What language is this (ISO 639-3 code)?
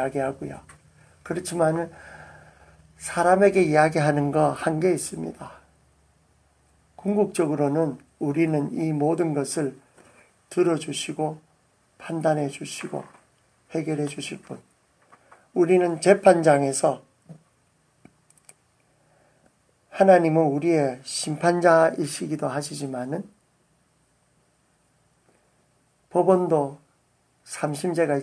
kor